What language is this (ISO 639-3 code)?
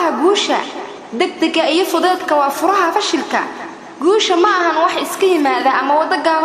som